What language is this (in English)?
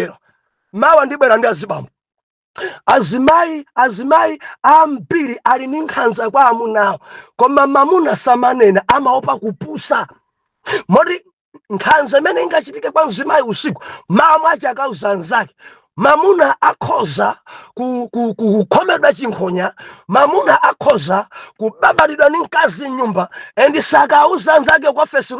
Nyanja